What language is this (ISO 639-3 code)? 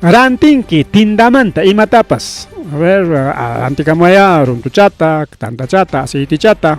quy